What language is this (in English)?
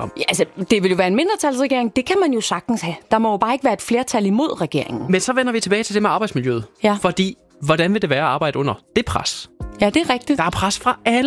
Danish